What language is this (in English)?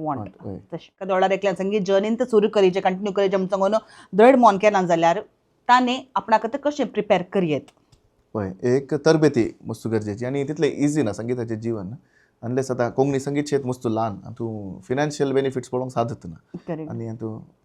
Konkani